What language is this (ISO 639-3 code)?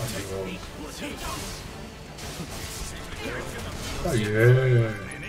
deu